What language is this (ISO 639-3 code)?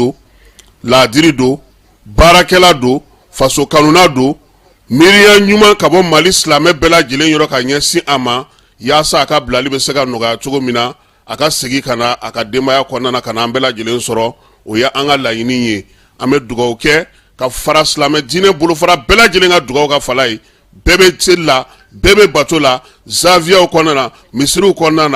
bam